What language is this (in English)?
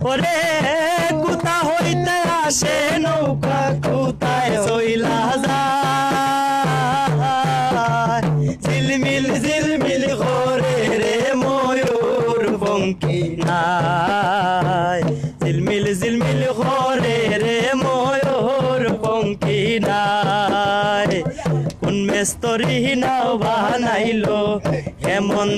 Sylheti